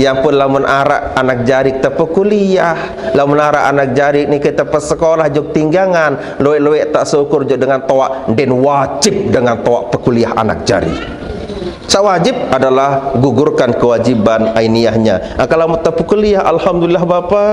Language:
Sasak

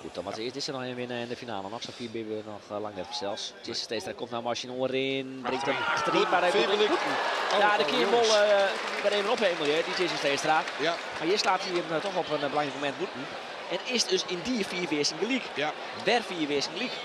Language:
Western Frisian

